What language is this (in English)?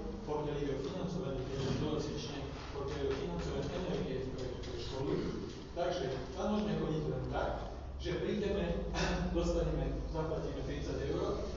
Slovak